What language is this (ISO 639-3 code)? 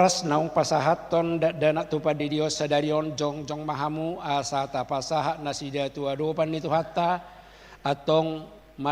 bbc